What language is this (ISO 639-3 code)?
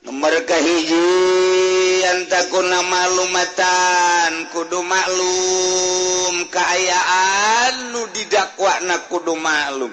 sun